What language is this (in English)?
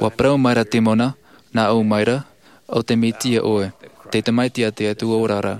Tahitian